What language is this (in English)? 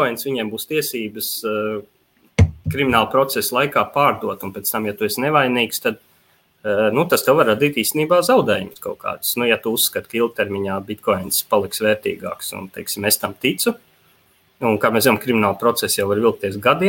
Latvian